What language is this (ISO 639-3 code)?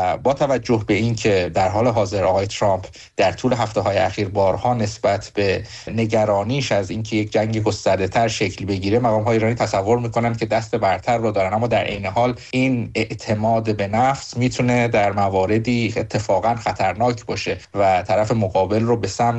fas